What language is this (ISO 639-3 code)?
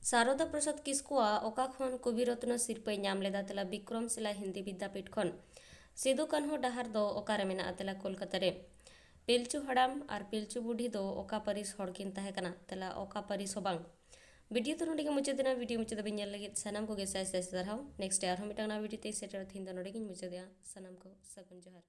sat